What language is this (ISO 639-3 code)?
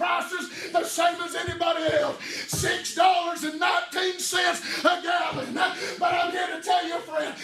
eng